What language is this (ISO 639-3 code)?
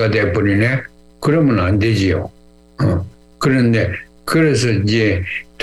kor